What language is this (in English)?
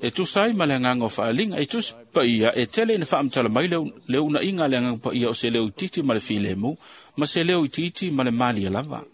Samoan